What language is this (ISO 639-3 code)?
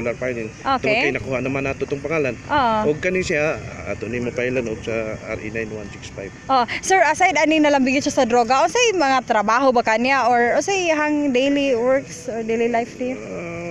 ceb